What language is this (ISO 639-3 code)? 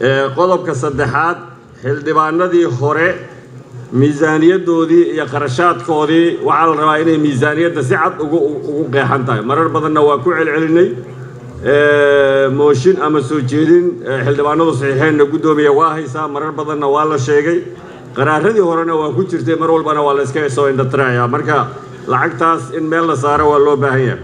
som